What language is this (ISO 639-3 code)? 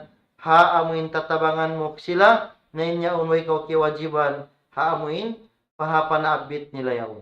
tsg